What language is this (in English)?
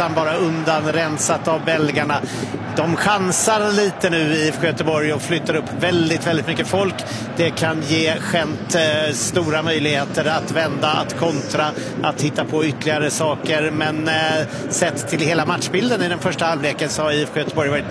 Swedish